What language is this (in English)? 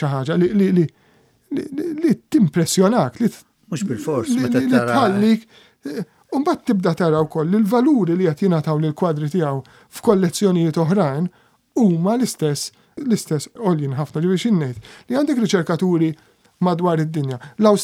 Maltese